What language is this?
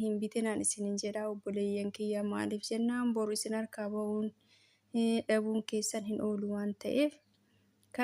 Oromo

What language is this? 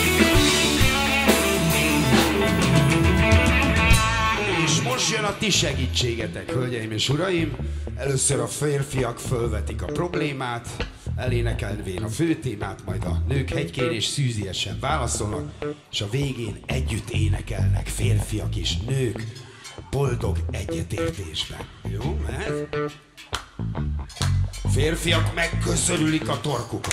Hungarian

